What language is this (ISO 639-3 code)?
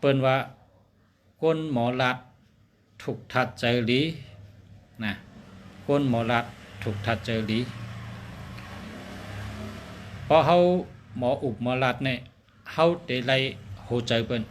shn